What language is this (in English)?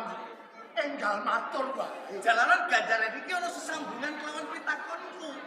Javanese